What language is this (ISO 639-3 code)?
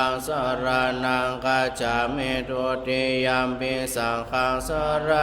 pli